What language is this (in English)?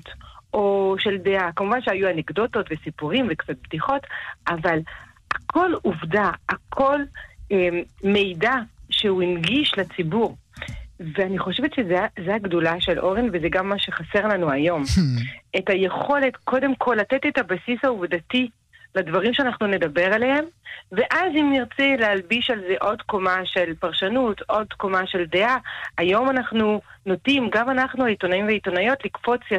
Hebrew